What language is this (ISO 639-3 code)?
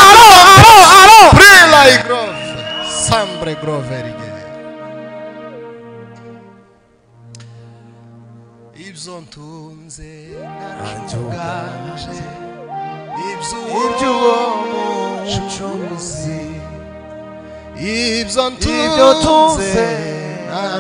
kin